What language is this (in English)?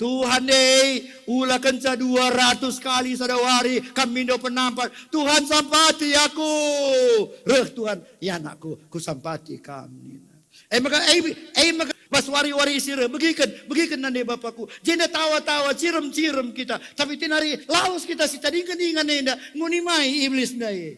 Batak Karo